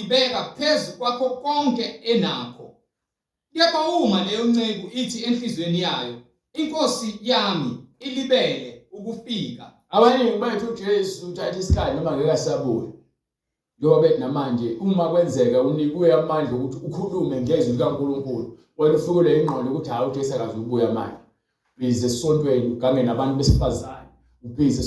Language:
Zulu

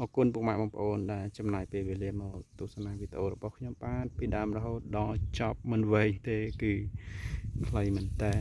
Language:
Khmer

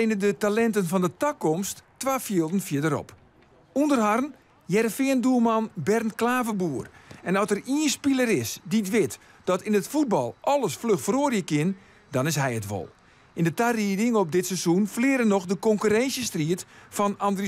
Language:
Western Frisian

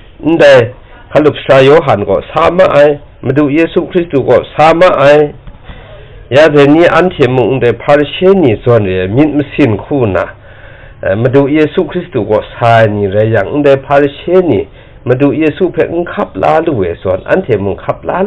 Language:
Kachin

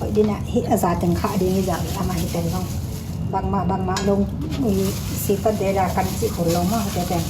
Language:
Tedim Chin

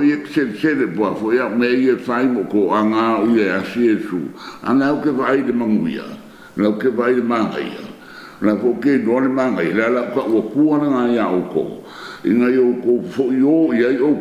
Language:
Samoan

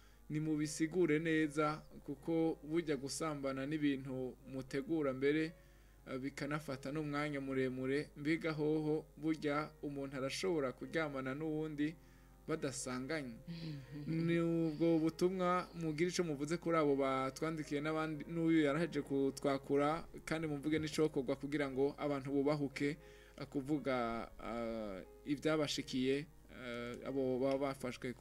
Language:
Rundi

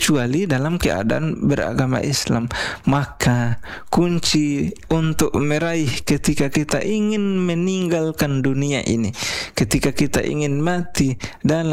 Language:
Indonesian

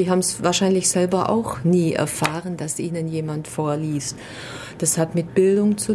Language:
German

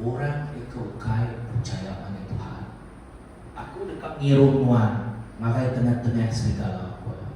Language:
Iban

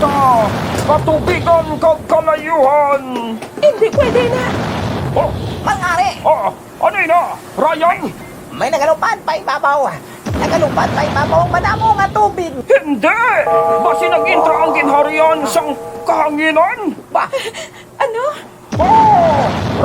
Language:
Hiligaynon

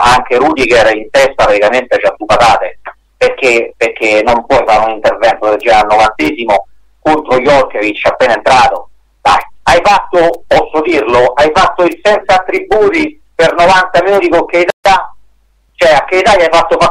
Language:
Italian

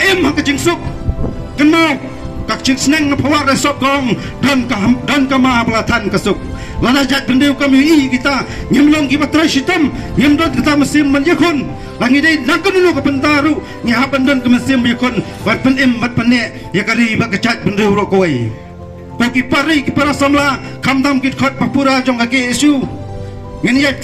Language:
Khasi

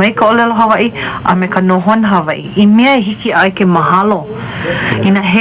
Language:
Hawaiian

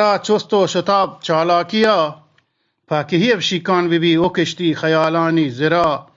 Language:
Eastern Balochi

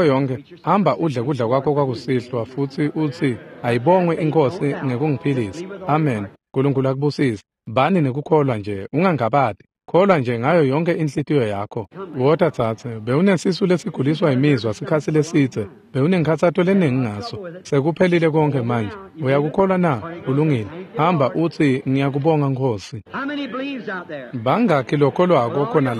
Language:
Swati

